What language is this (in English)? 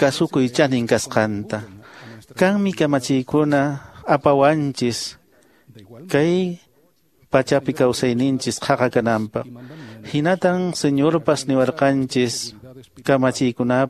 Quechua